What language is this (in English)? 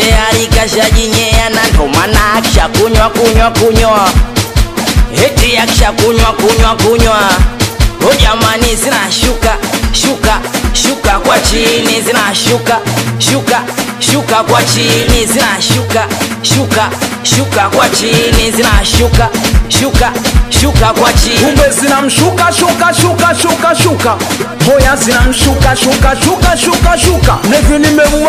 Swahili